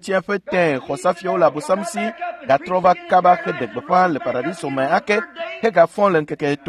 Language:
Ewe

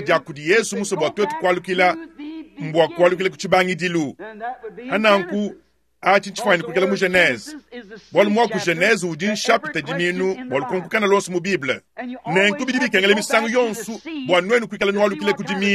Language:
Luba-Lulua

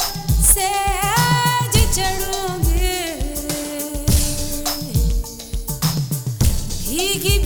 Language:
Hindi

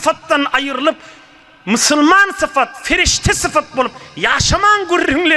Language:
Turkmen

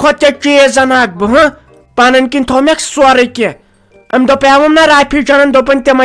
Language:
Kashmiri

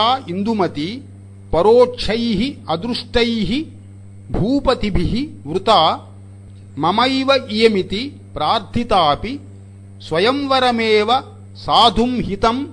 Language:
Sanskrit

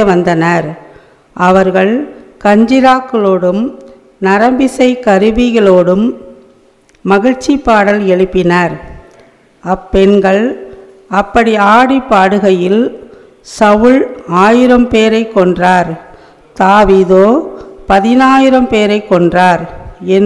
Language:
Tamil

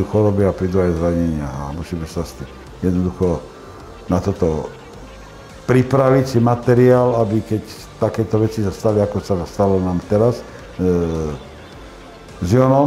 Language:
Slovak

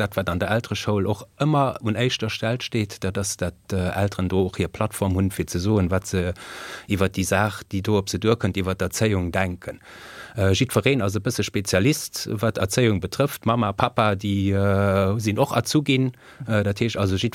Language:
Luxembourgish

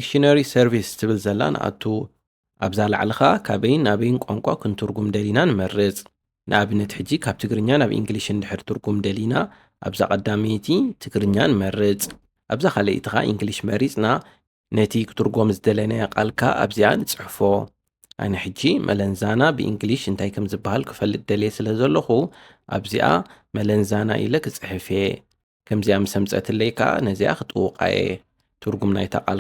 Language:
Tigrinya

